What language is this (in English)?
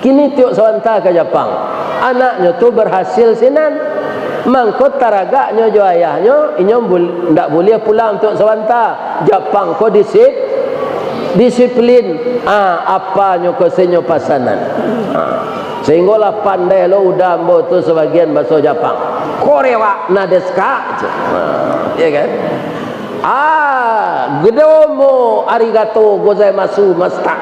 Minangkabau